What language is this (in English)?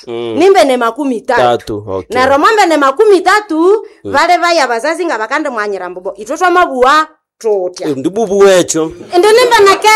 Nande